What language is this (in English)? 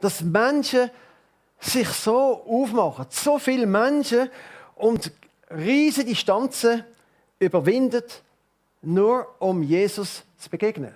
Swiss German